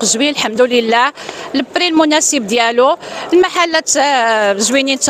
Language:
Moroccan Arabic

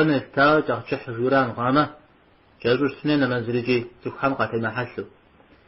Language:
Kabardian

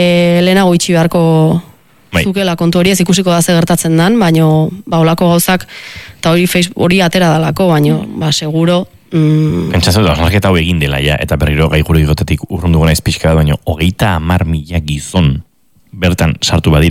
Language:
Basque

